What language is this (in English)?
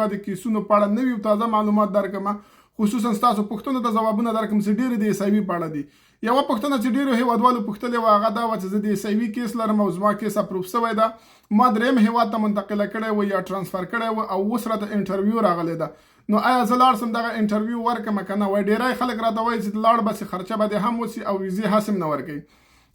Pashto